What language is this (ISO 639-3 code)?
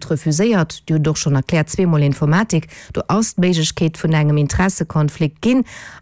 ltz